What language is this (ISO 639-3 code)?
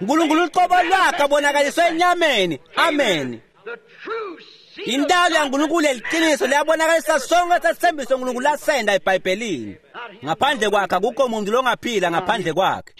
ssw